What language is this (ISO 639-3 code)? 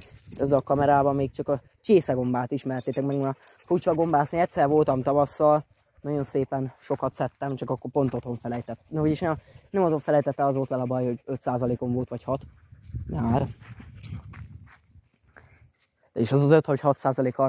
hun